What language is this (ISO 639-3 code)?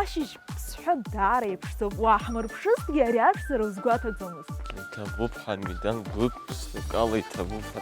abk